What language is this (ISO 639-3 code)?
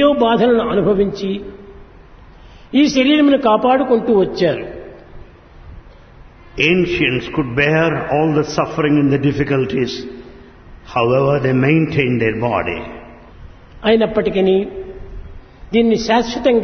tel